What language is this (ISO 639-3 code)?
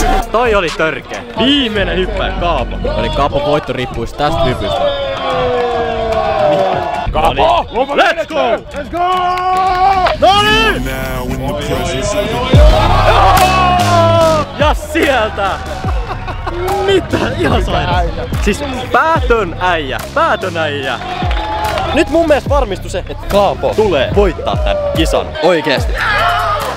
fin